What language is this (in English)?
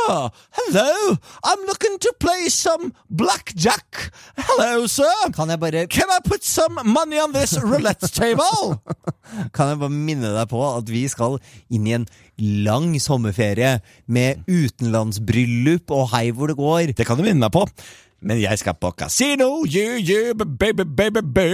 Norwegian